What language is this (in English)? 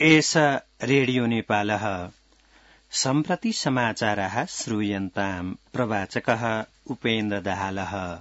Sanskrit